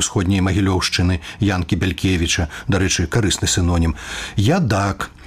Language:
Belarusian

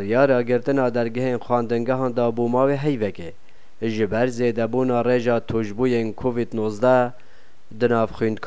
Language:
Kurdish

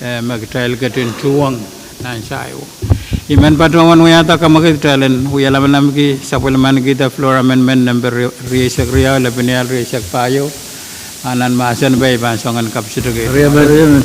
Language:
Pohnpeian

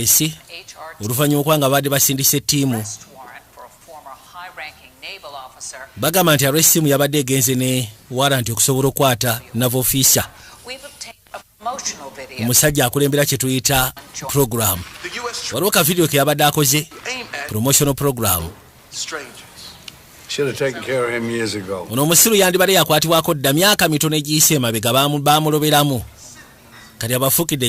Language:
Ganda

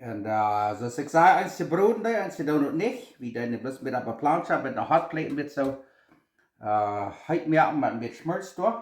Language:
Plautdietsch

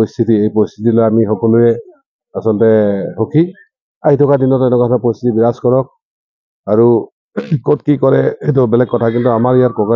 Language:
Assamese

